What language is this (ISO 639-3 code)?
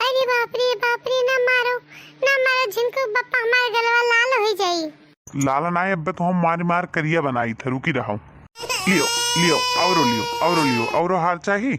awa